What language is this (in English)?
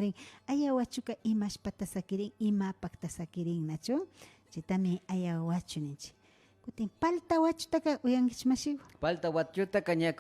Imbabura Highland Quichua